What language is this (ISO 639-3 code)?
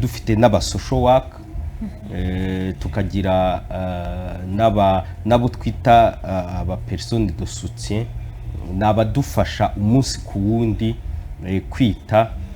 kin